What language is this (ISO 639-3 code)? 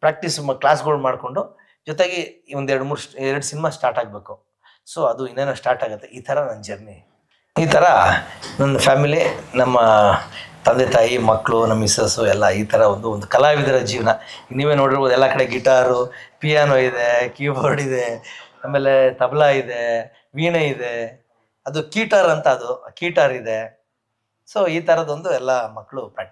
kan